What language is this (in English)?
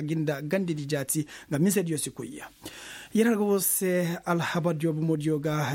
Koyraboro Senni